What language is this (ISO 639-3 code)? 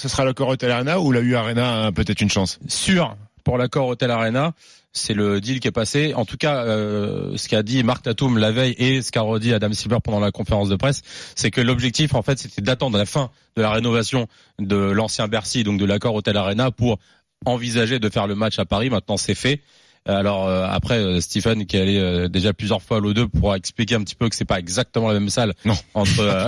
fra